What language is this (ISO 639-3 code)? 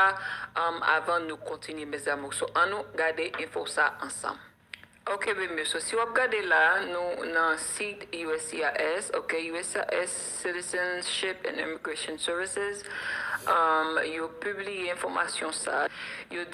hat